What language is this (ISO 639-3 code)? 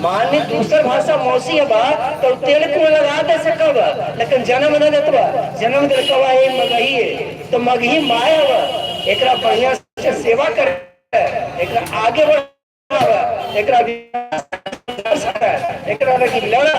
mag